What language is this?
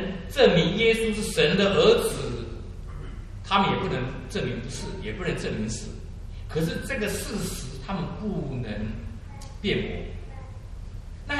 Chinese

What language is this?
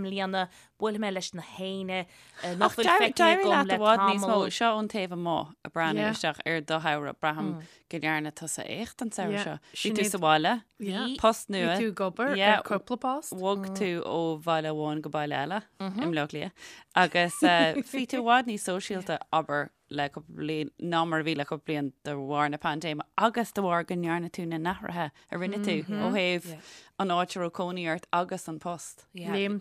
Irish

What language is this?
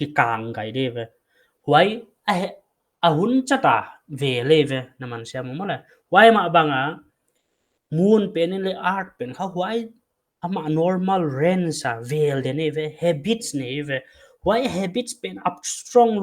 Paite Chin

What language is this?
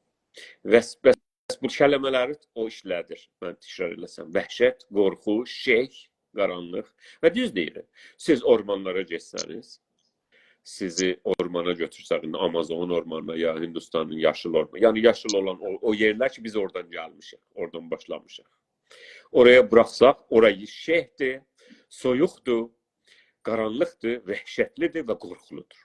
South Azerbaijani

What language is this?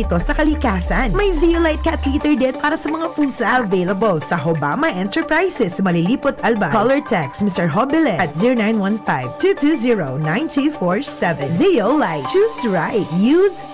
Bikol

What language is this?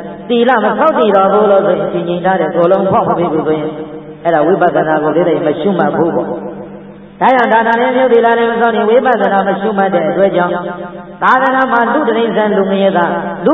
Burmese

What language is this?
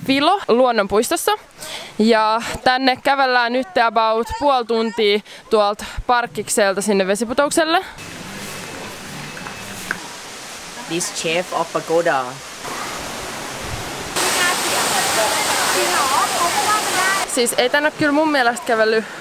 Finnish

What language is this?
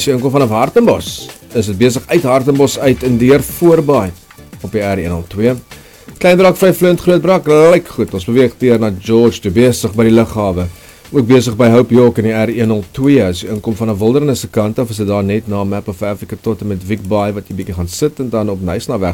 Afrikaans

